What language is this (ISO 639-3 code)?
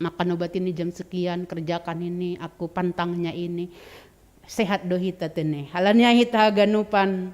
bts